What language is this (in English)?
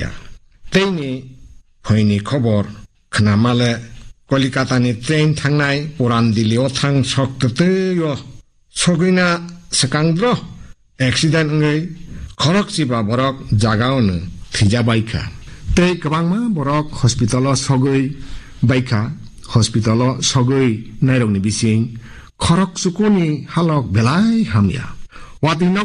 Kok Borok